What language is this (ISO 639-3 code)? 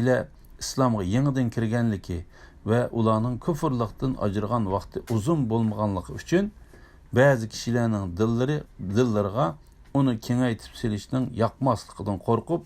uig